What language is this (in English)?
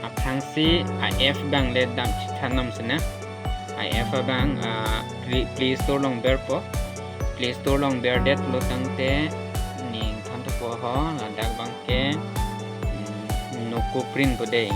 Karbi